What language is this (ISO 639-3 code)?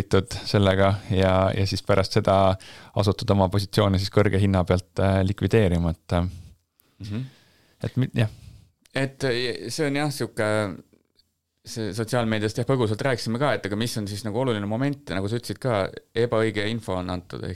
est